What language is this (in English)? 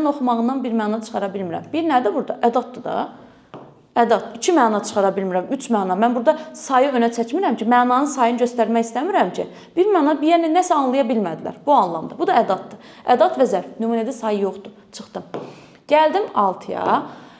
Azerbaijani